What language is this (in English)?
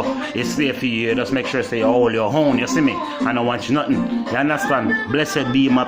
Jamaican Creole English